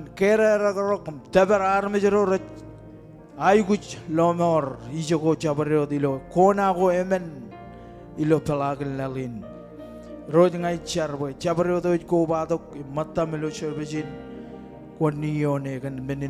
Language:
Marshallese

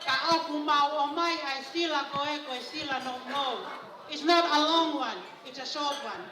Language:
Tongan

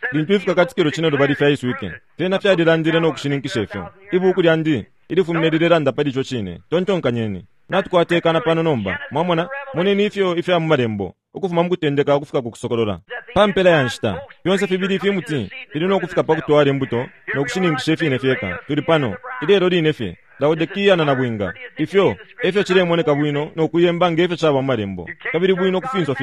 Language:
Bemba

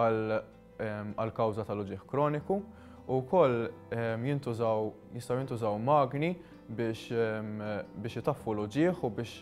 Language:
Maltese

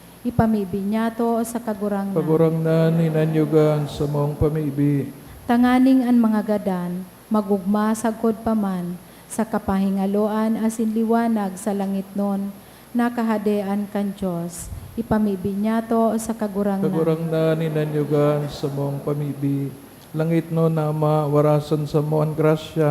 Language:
Bikol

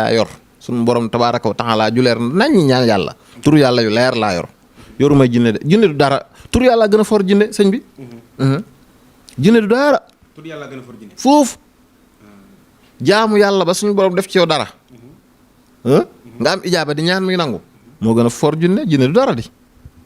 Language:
Wolof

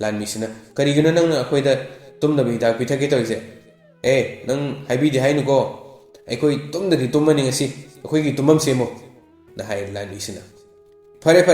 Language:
Manipuri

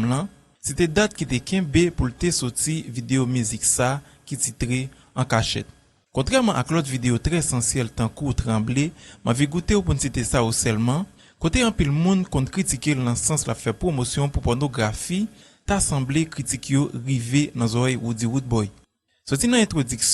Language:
Haitian Creole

